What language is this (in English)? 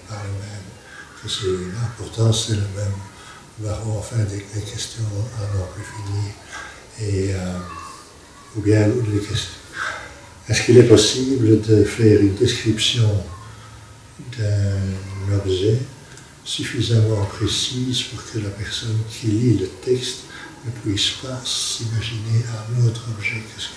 French